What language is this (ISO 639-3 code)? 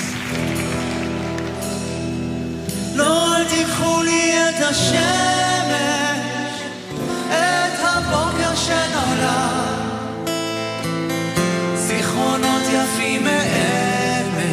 heb